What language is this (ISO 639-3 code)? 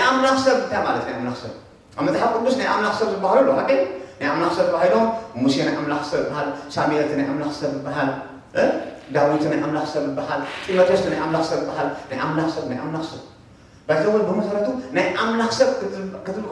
tir